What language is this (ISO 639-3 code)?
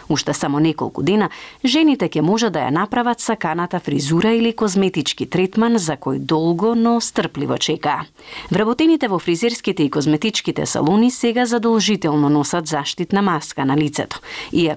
mkd